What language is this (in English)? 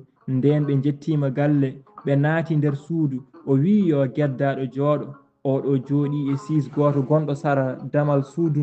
Fula